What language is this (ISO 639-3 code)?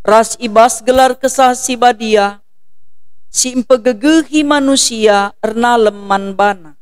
btx